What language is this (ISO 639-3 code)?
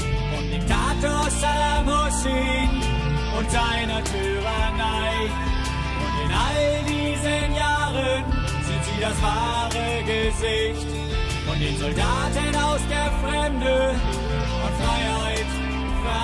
deu